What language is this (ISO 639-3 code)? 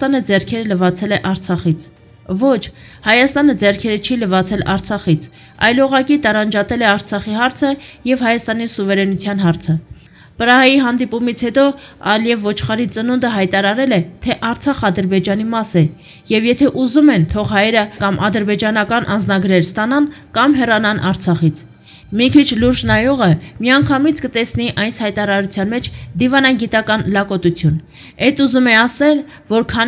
hye